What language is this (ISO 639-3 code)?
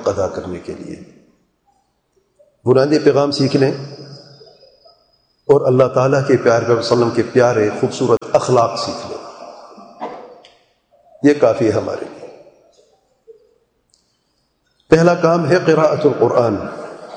urd